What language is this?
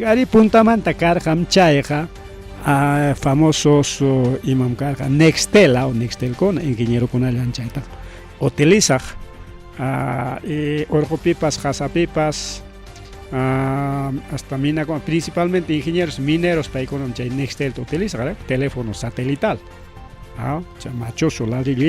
Ayacucho Quechua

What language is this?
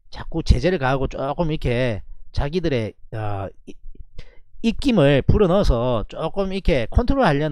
Korean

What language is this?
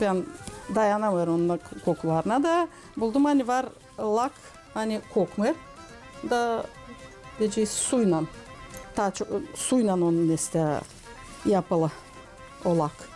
Gagauz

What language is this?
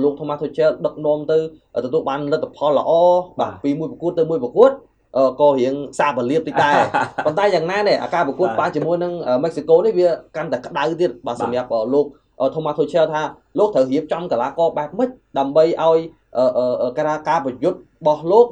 Khmer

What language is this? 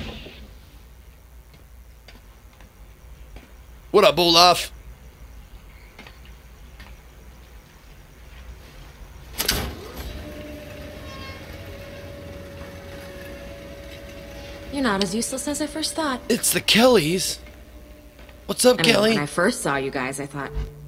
English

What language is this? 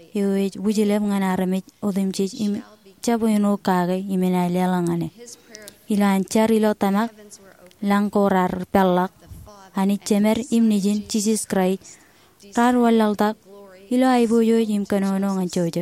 Marshallese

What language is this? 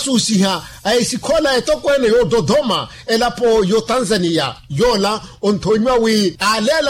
Makhuwa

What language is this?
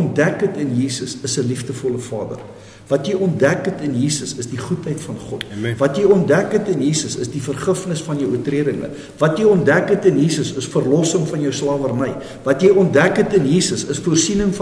Afrikaans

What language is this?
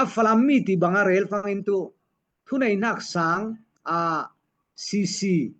Falam Chin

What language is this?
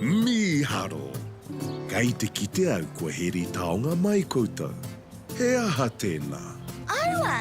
Māori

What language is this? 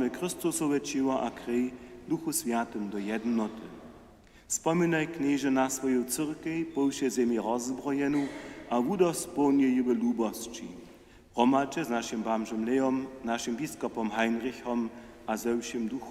Upper Sorbian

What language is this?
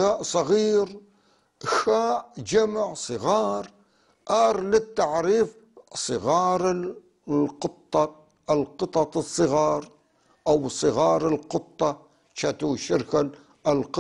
North Levantine Arabic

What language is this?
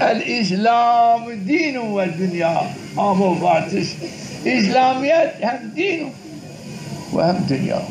Zaza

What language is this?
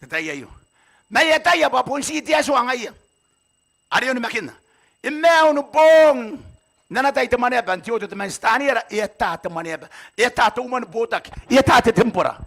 Gilbertese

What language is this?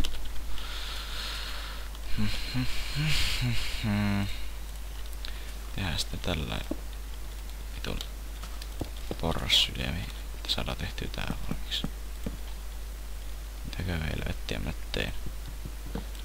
Finnish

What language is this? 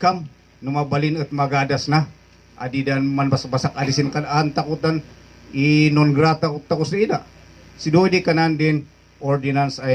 Kankanaey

